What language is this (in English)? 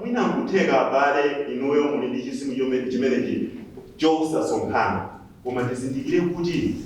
Nyanja